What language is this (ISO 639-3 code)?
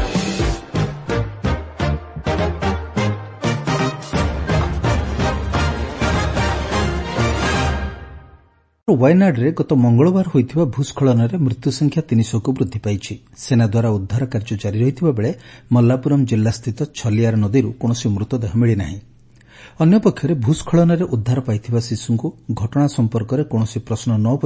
ori